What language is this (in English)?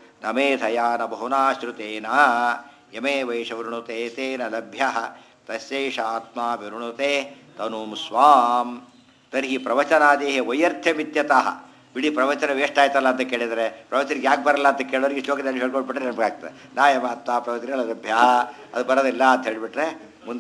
Kannada